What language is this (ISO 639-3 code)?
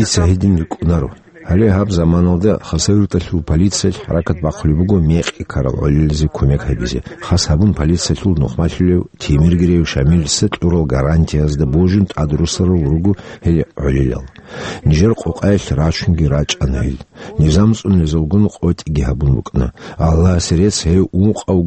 ava